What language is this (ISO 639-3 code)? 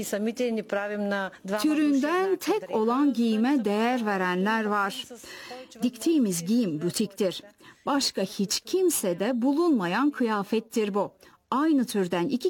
tur